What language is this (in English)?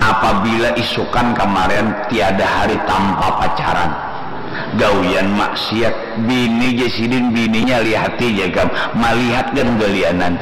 Banjar